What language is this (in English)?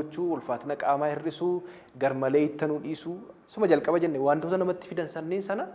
Oromo